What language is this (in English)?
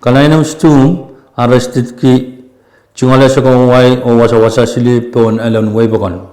Pohnpeian